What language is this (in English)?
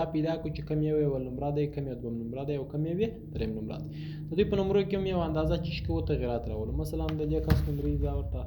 Pashto